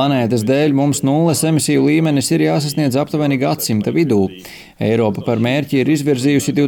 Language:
Latvian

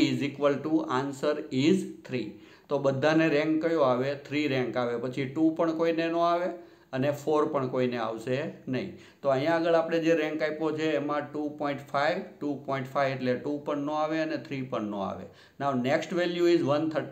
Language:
Gujarati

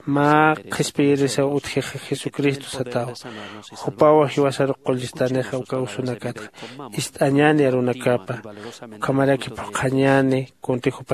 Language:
Aymara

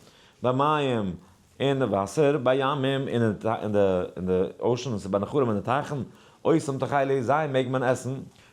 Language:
Yiddish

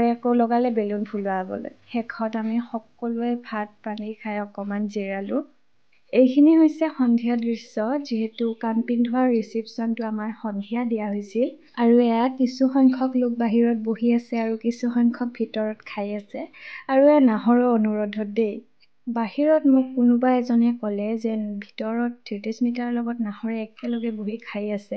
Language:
Assamese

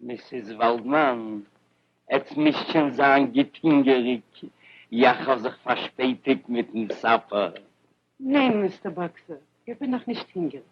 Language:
Yiddish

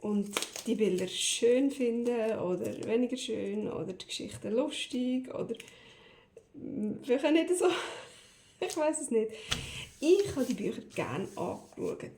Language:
Swiss German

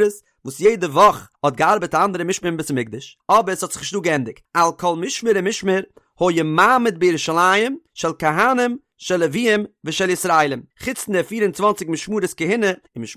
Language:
Yiddish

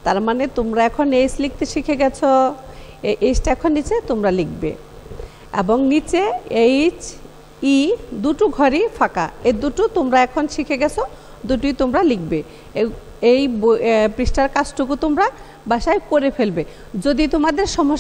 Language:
Bangla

